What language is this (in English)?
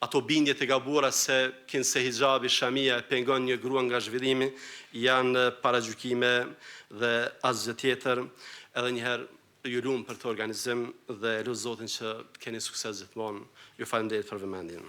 Albanian